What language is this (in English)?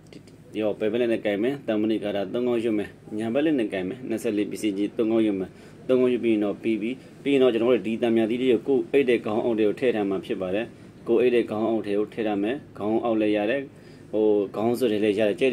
Burmese